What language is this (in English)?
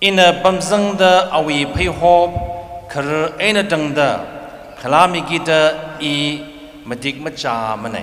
Tangkhul Naga (India)